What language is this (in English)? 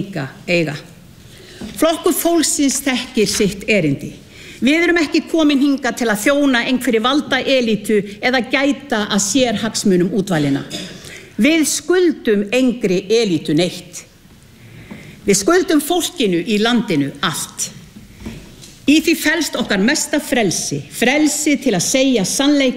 Icelandic